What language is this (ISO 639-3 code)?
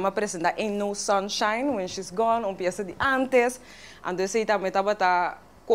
pap